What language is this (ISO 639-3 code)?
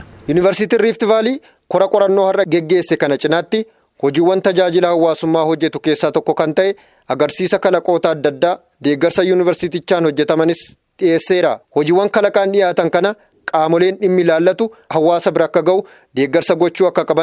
orm